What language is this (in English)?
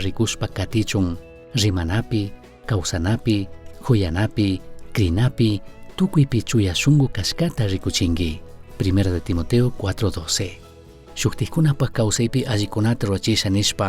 Chimborazo Highland Quichua